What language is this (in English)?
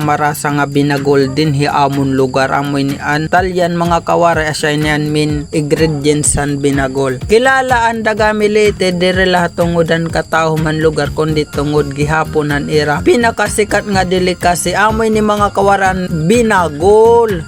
Waray